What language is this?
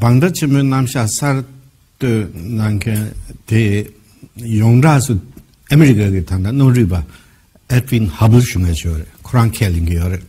Tibetan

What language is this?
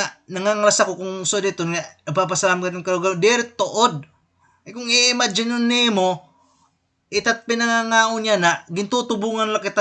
Waray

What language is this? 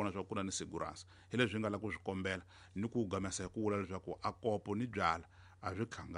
Tsonga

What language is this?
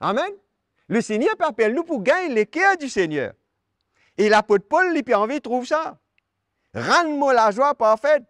Morisyen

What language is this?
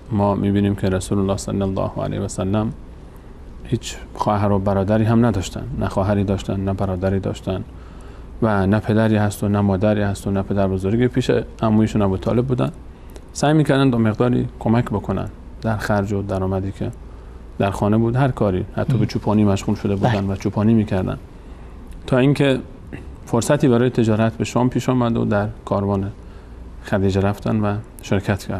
Persian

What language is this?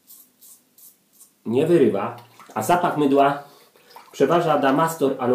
Polish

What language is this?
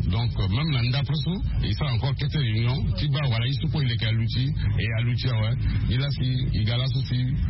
Sango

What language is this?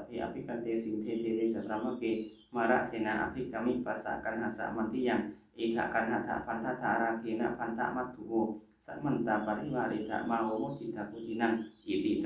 Pali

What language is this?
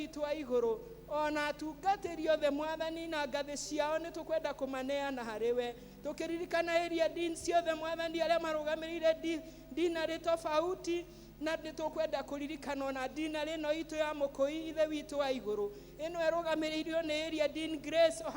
Kikuyu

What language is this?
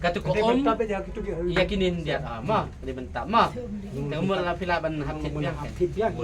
Khasi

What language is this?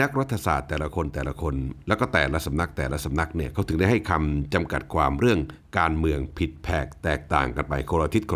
Thai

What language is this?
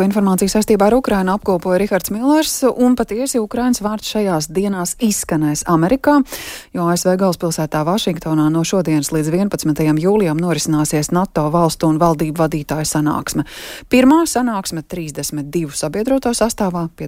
Latvian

